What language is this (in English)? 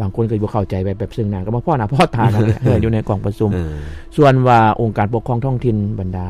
Lao